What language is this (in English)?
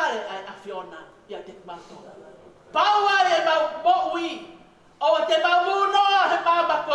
Tongan